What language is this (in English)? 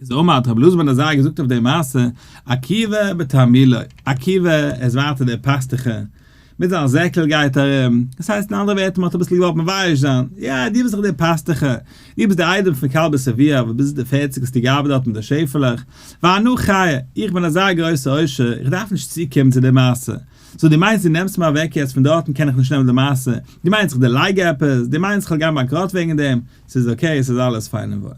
Yiddish